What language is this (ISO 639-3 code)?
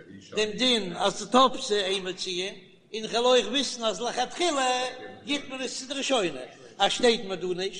yid